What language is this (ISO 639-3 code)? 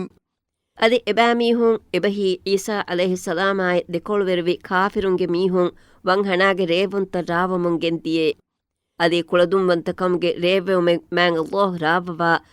div